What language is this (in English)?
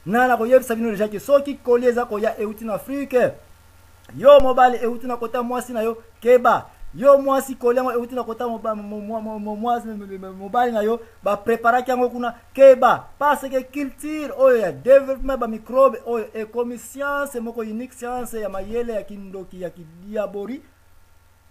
Lingala